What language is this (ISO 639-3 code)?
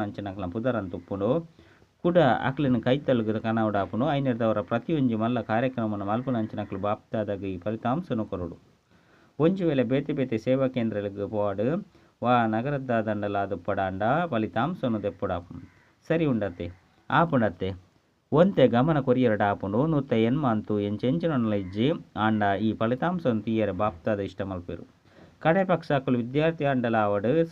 tcy